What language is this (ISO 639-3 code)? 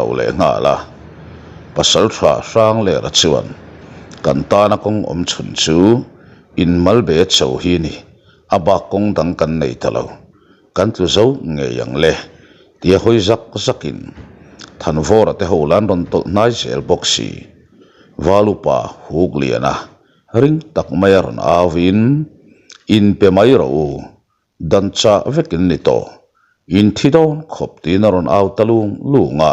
lus